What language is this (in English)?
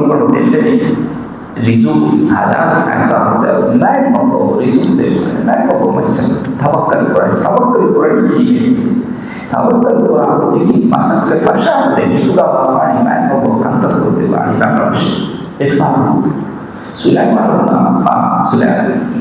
Divehi